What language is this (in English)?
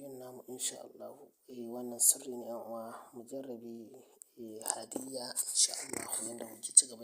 Hausa